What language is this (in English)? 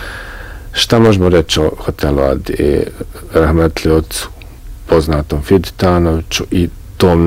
Bosnian